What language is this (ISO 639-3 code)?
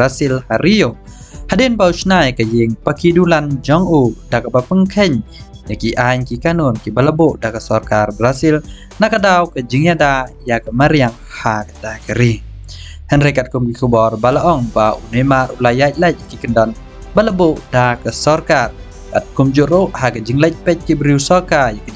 kha